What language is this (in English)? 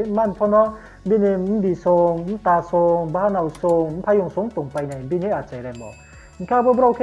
Riang (India)